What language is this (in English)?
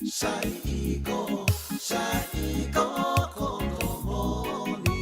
Fijian